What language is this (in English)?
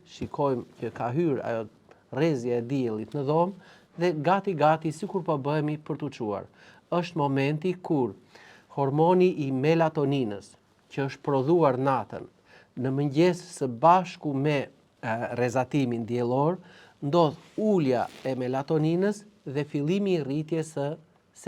Albanian